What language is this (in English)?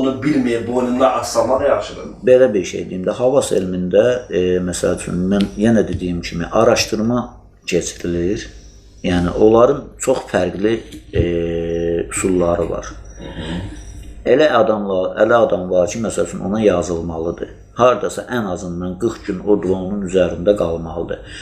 Azerbaijani